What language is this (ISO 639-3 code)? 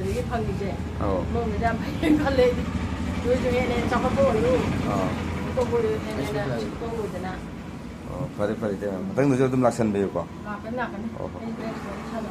mni